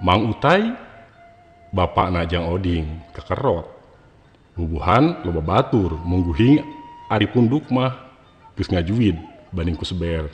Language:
Sundanese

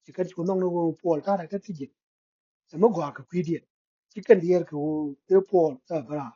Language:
Nuer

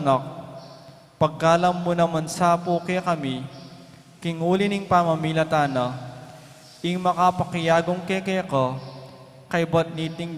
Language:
Pampanga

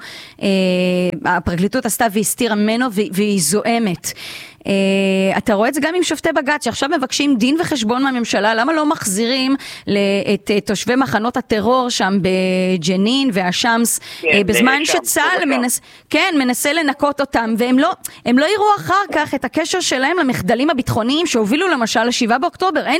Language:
Hebrew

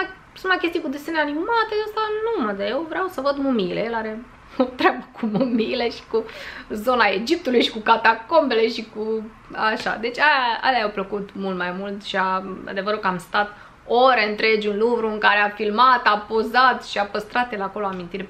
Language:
Romanian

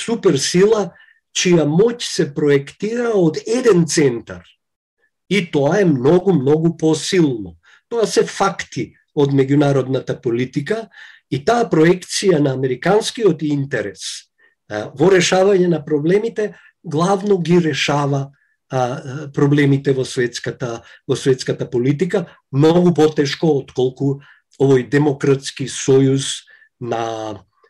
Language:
Macedonian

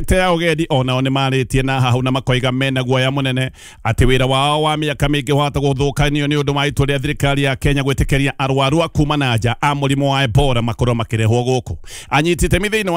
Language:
Kikuyu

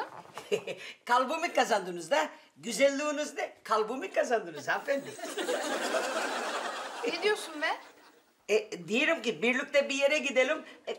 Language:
Turkish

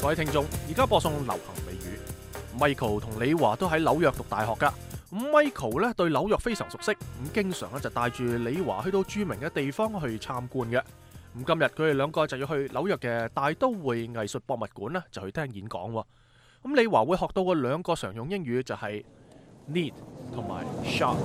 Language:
Cantonese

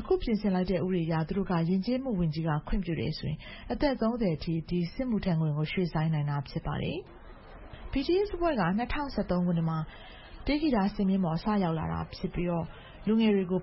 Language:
Burmese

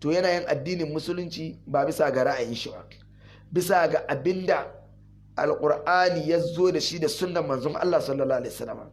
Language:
Hausa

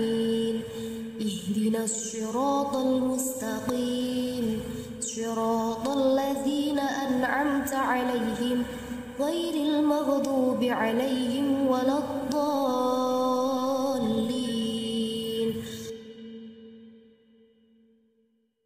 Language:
Arabic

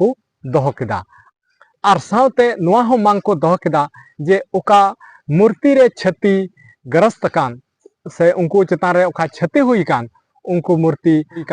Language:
Santali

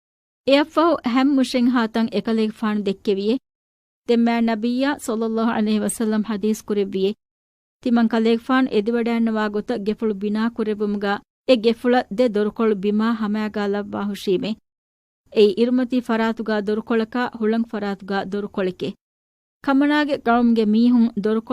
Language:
Divehi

